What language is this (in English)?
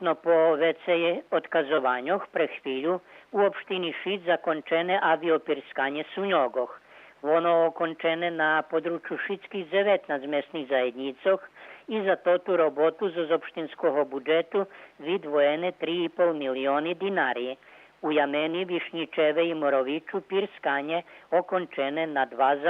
Rusyn